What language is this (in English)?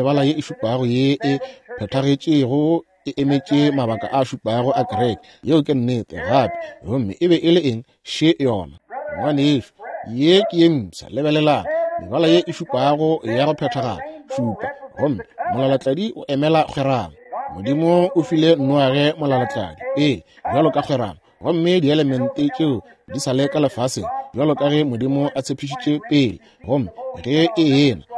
Northern Sotho